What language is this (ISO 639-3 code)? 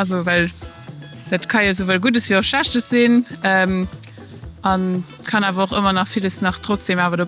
ltz